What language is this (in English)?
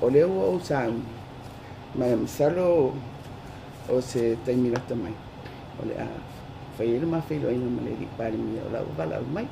Samoan